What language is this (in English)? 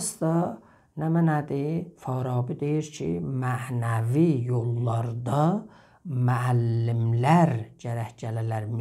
South Azerbaijani